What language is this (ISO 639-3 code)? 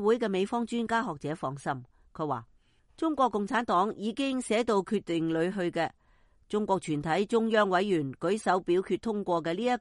yue